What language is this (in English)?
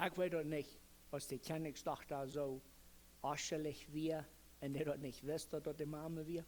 Plautdietsch